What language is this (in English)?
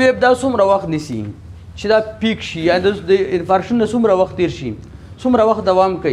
Pashto